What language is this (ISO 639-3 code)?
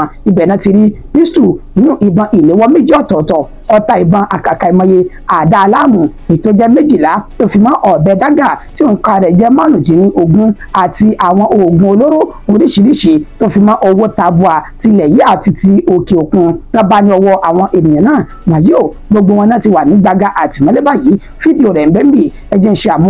yor